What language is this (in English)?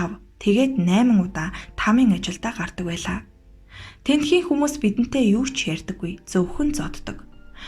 Mongolian